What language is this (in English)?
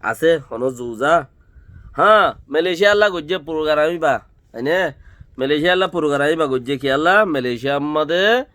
Rohingya